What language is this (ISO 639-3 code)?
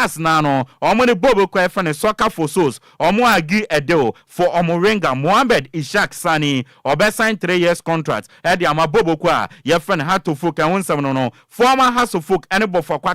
aka